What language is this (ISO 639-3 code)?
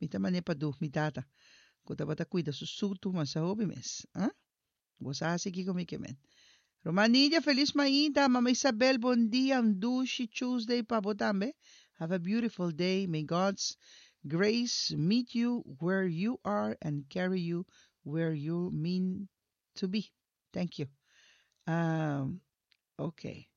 pap